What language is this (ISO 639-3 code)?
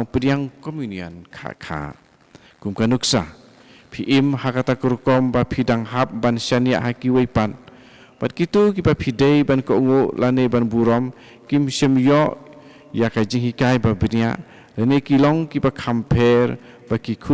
kha